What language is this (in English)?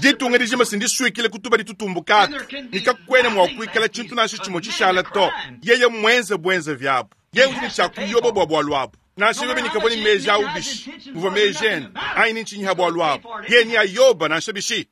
Luba-Lulua